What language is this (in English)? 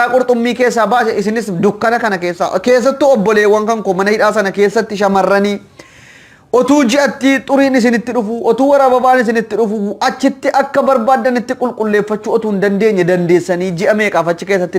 Oromo